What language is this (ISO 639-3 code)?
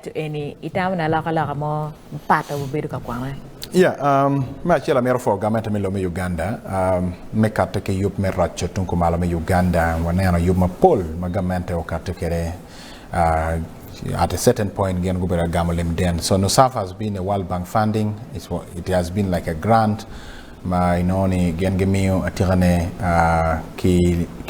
ach